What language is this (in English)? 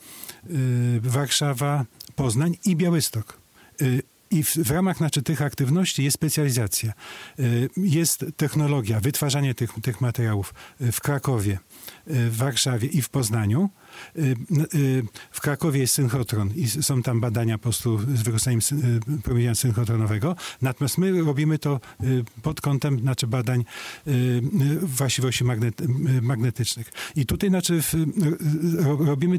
Polish